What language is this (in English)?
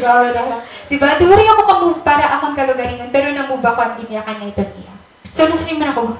Waray